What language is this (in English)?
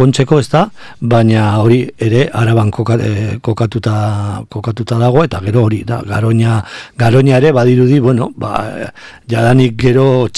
Basque